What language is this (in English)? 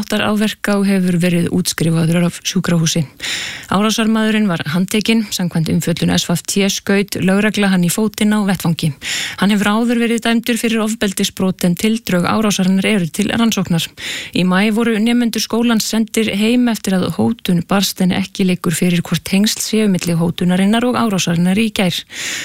Icelandic